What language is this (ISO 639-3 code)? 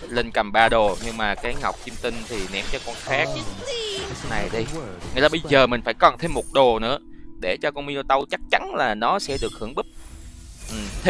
vie